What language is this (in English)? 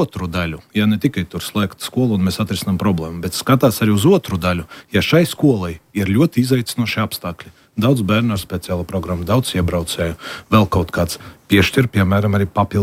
Latvian